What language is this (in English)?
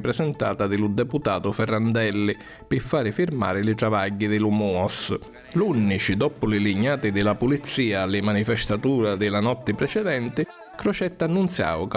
Sicilian